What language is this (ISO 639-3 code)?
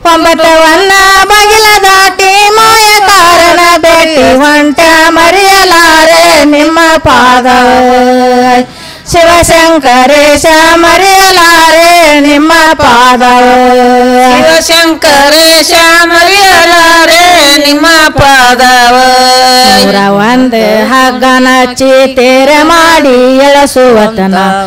kan